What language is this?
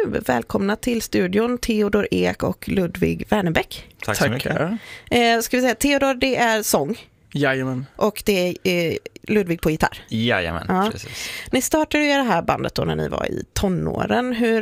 Swedish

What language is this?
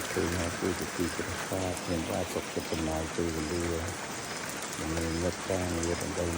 Khmer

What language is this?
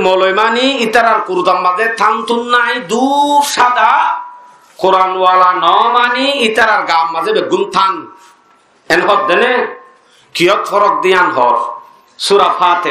Rohingya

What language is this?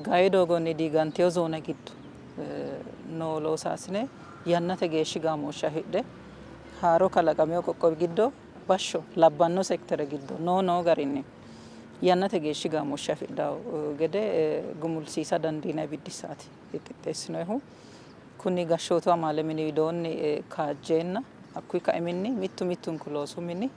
Sidamo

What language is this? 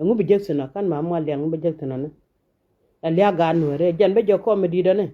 Nuer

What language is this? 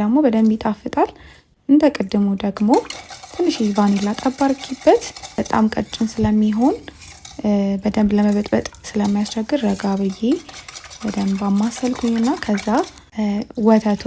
Amharic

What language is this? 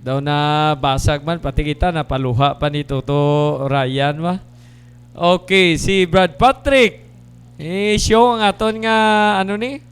Hiligaynon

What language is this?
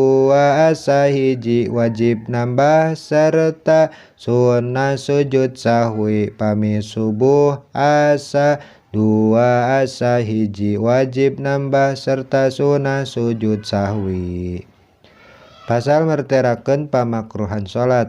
Sundanese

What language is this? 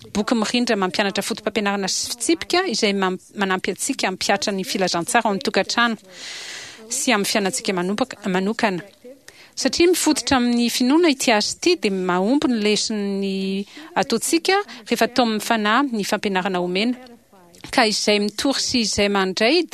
Malagasy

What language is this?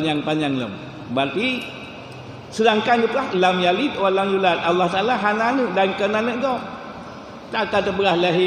Achinese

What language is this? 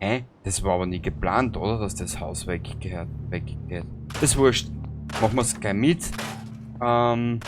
Bavarian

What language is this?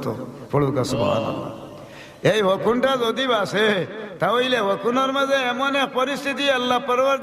Sylheti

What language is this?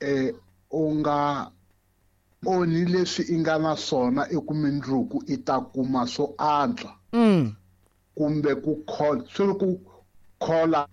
Tsonga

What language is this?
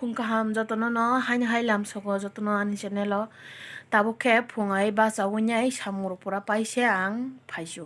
Kok Borok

